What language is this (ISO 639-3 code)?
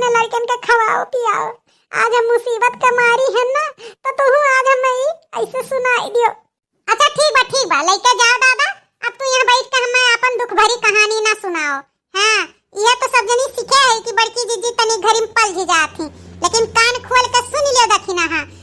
awa